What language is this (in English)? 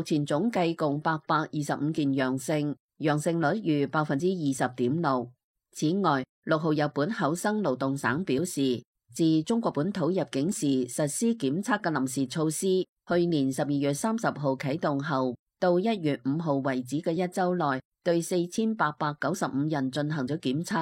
Cantonese